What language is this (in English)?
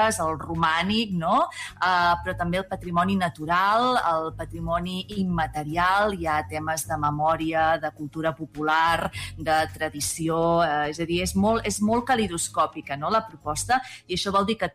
Catalan